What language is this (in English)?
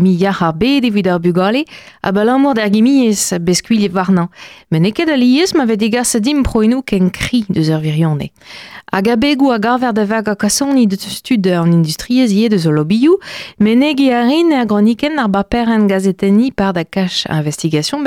Breton